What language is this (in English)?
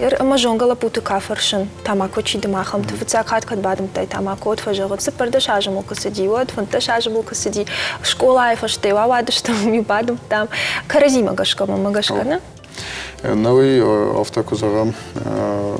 Ossetic